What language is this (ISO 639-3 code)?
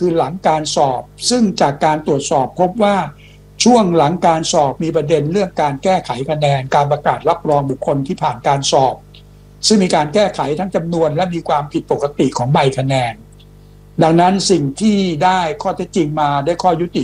tha